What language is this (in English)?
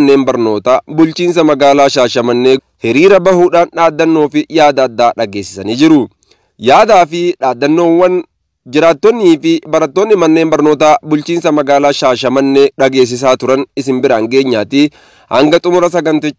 Oromo